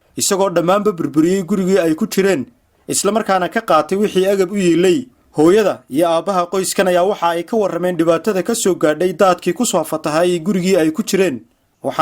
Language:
Somali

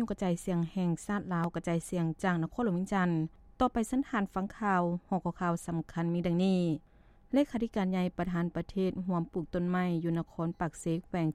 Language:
Lao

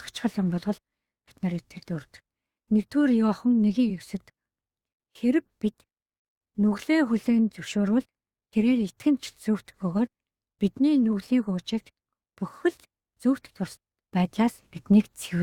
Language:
Mongolian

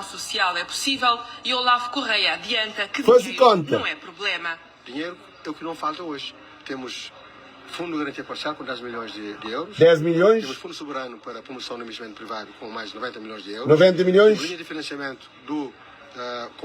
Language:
Kabuverdianu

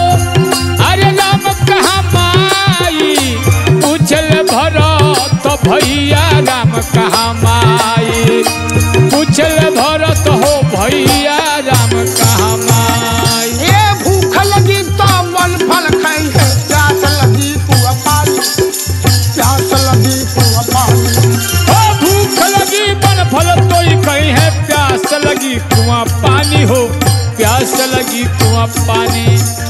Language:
Bhojpuri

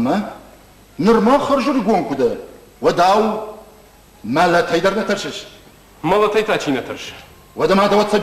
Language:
Ossetic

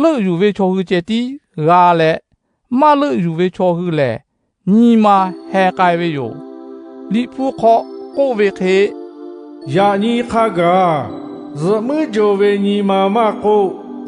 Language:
Lahu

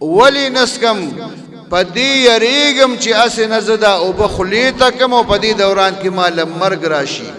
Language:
Pashto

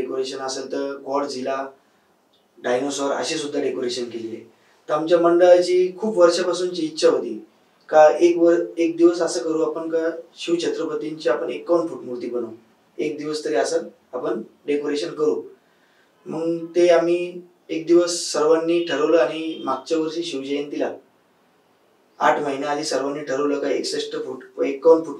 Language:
Marathi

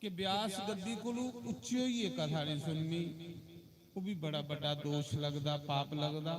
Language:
Dogri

